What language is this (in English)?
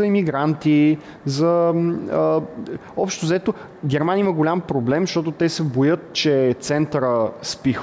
Bulgarian